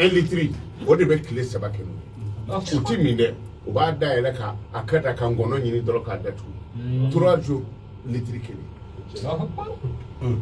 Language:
Bambara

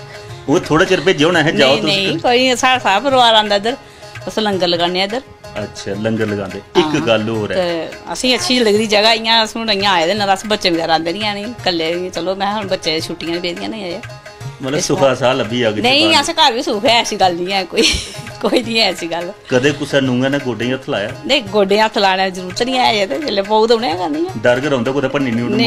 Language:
Dogri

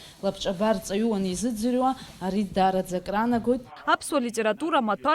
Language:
Abkhazian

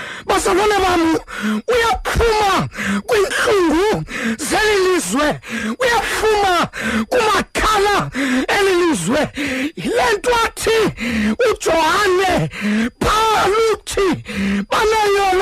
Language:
Xhosa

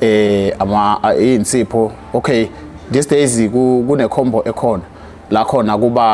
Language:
Zulu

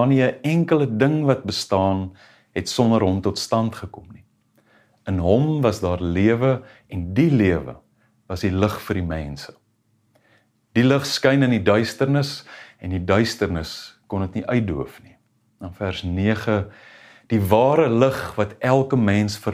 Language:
Afrikaans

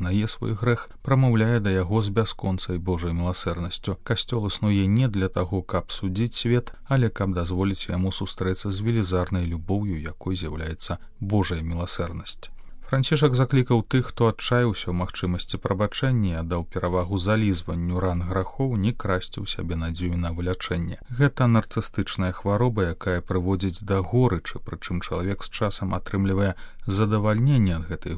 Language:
Belarusian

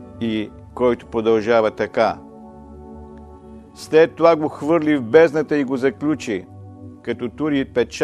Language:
Bulgarian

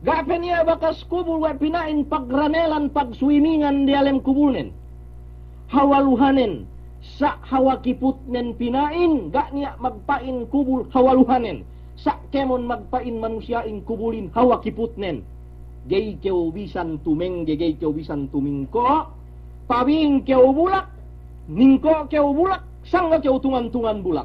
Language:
Yakan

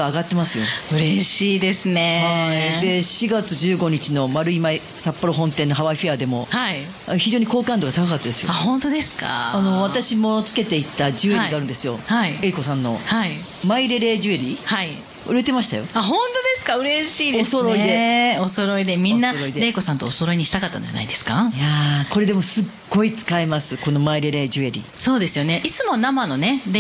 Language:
Japanese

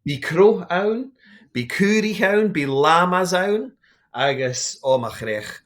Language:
Scottish Gaelic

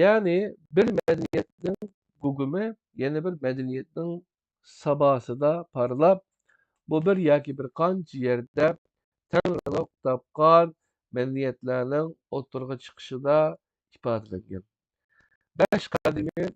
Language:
Uyghur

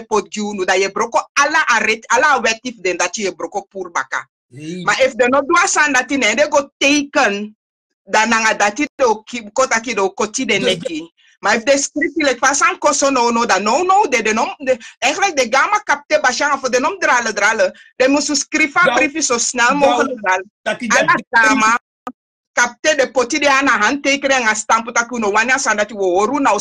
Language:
Sranan Tongo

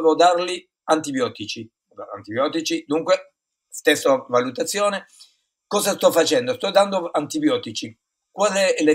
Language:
Italian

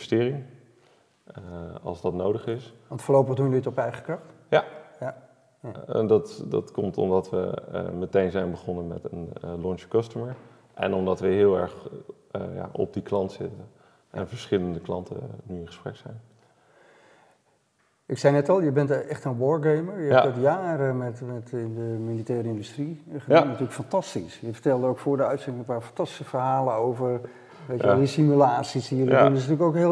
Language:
Dutch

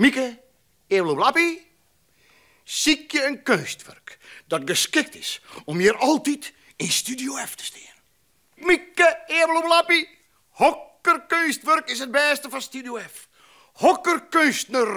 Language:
Western Frisian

